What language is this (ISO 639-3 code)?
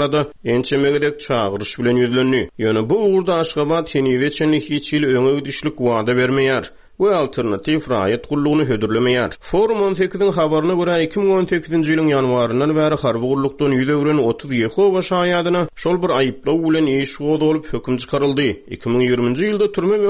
tuk